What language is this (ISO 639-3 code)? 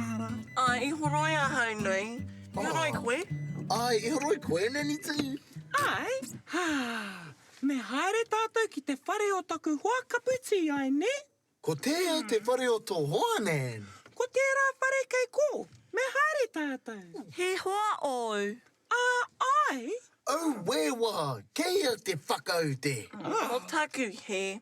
mri